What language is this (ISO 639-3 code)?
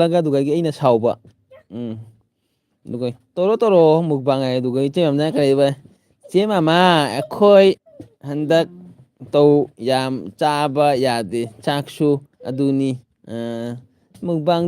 mni